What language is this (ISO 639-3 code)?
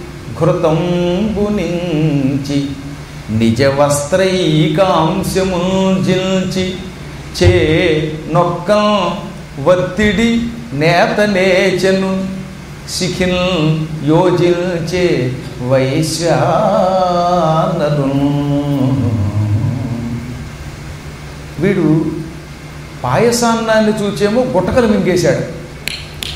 tel